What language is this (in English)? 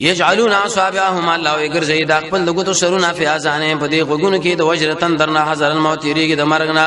Pashto